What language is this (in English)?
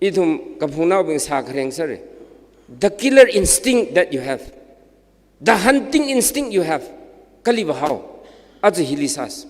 Tangkhul Naga (India)